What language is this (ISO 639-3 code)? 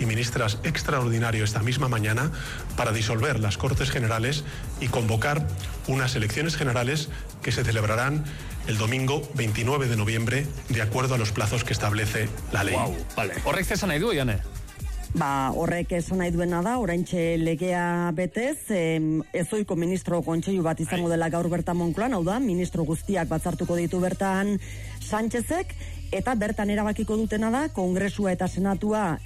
eus